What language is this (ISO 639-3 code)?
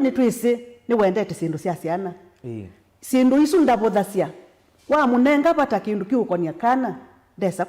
kam